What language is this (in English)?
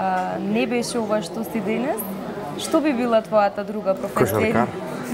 Macedonian